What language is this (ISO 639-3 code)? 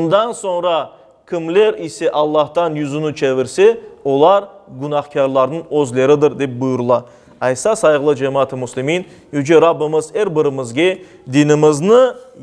crh